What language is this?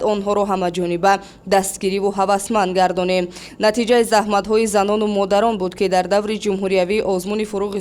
Tajik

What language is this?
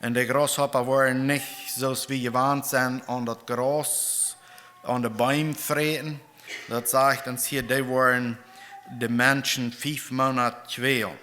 Plautdietsch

